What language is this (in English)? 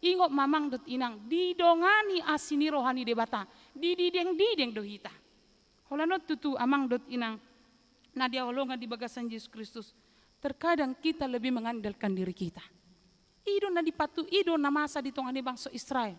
Batak Toba